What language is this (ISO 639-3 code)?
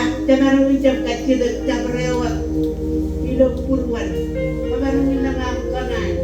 mah